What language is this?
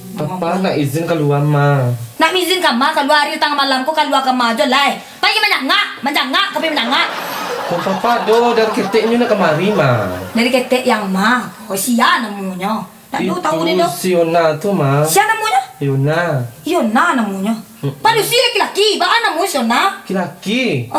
Minangkabau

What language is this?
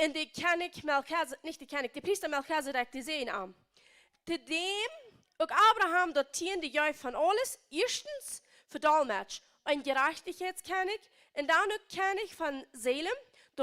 Plautdietsch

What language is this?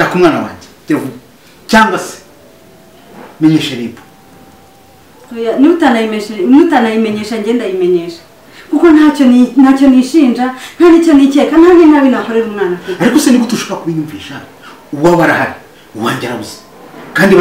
Kinyarwanda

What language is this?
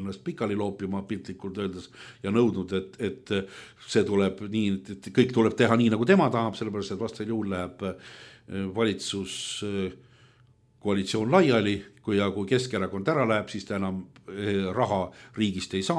Estonian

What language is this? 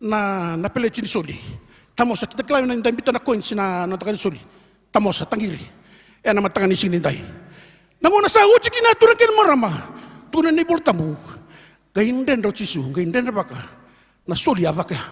Fijian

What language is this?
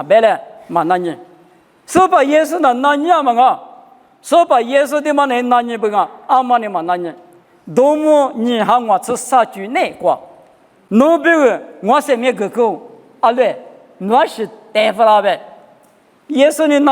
Lisu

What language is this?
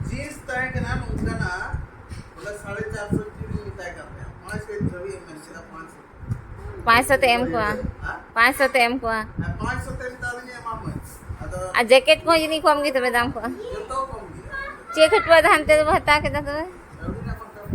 Santali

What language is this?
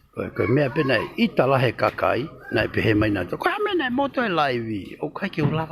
Tongan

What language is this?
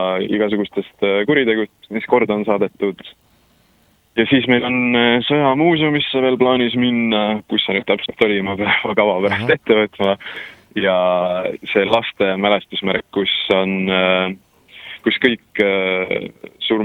Estonian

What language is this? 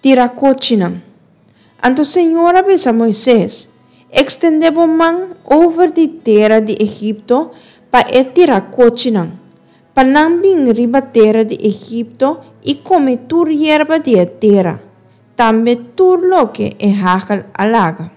Papiamento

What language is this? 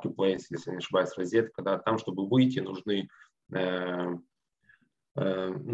Russian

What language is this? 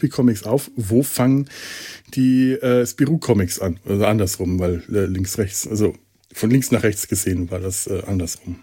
German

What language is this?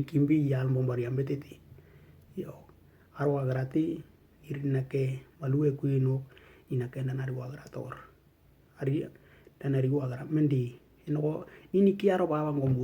Western Dani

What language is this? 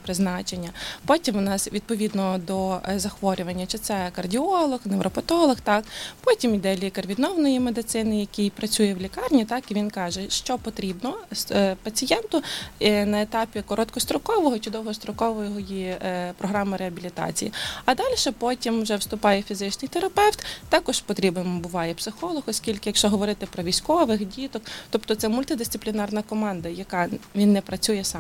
Ukrainian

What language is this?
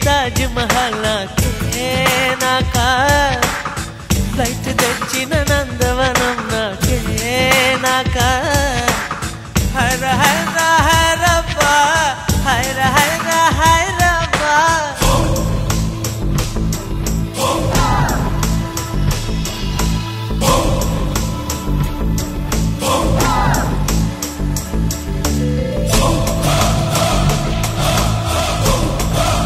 Telugu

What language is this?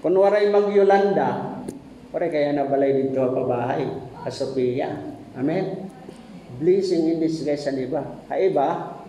Waray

